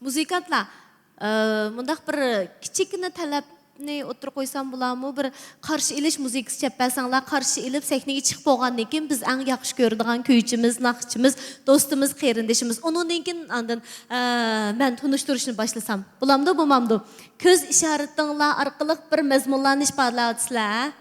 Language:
Uyghur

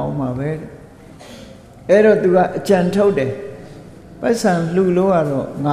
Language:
Burmese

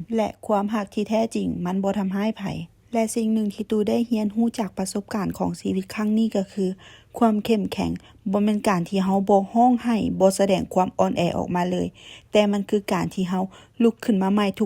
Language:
Lao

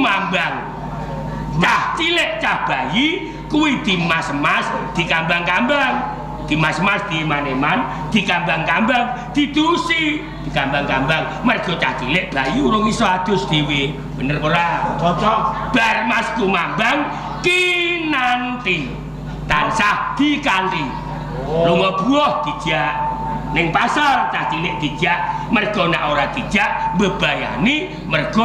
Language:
Javanese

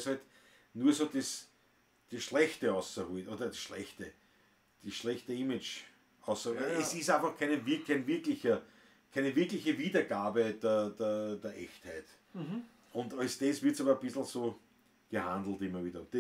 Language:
Bavarian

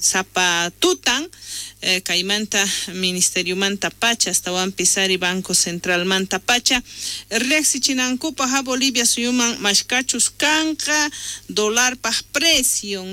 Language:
South Bolivian Quechua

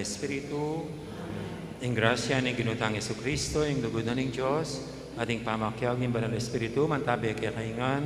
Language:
Pampanga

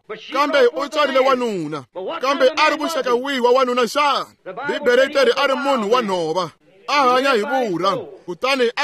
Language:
Tsonga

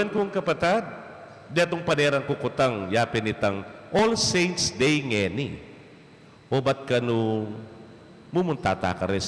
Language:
Pampanga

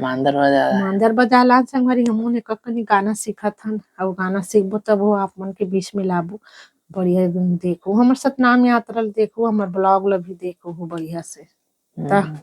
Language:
Chhattisgarhi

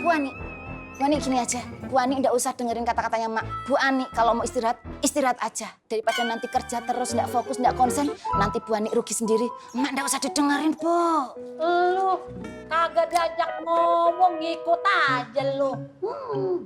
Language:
Betawi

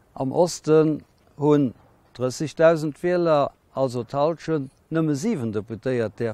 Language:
Luxembourgish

